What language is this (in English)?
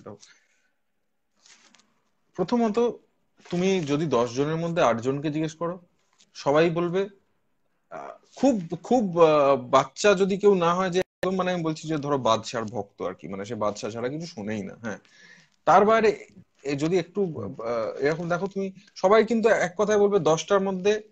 Bangla